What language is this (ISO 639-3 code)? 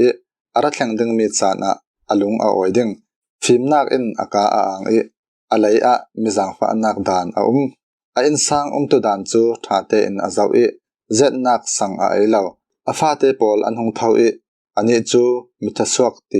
cfm